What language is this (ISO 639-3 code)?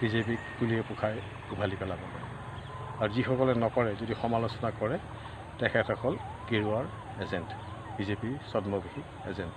asm